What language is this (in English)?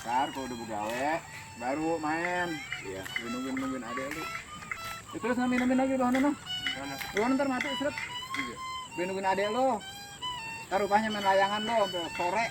Betawi